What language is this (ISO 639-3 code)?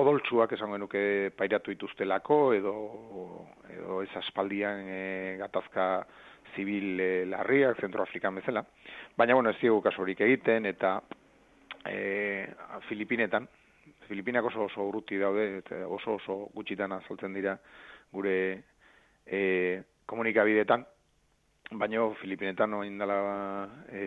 eus